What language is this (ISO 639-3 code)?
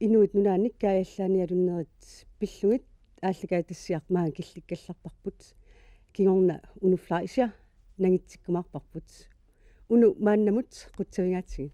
kal